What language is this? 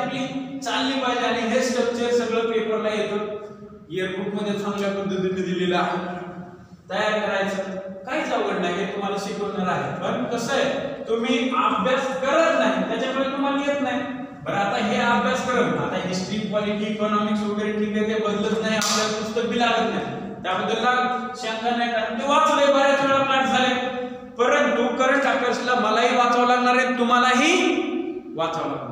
Marathi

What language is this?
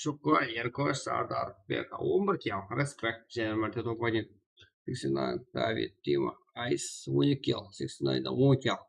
Kara-Kalpak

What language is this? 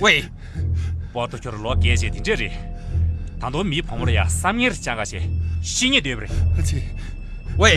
Tibetan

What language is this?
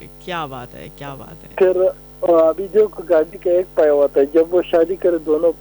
Urdu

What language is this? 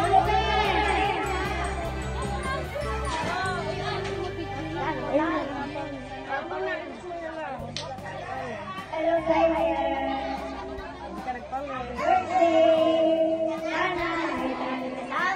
Filipino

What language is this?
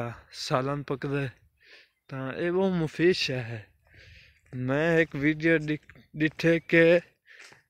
Saraiki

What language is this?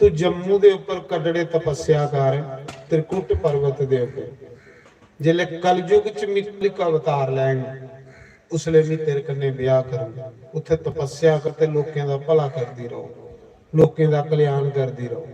Dogri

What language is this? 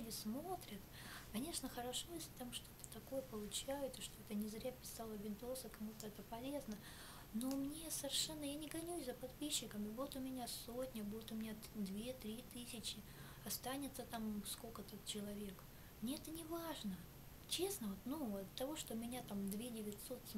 Russian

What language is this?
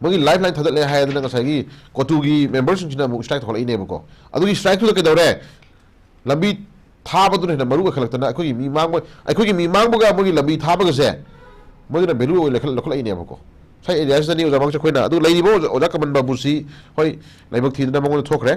Manipuri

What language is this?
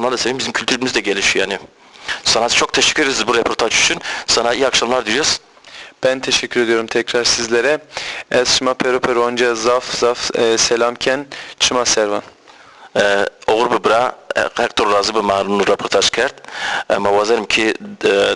Zaza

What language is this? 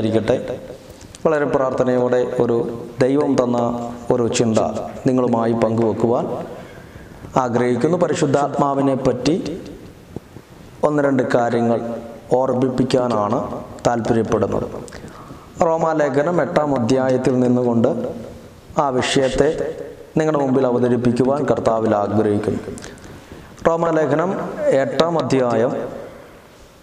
Malayalam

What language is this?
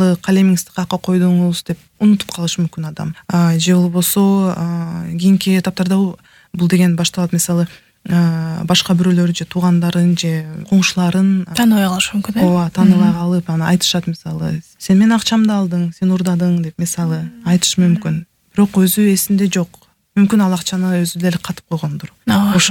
Kyrgyz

